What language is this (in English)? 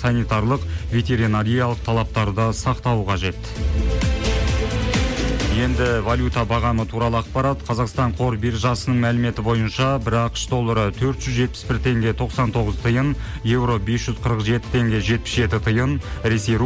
Kazakh